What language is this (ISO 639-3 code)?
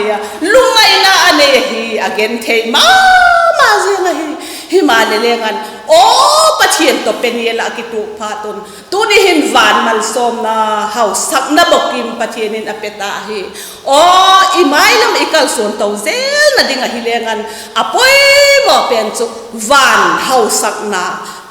vap